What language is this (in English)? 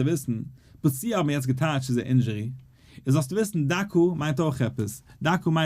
Yiddish